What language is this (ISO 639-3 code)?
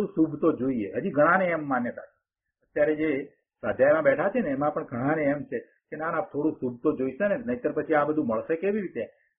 guj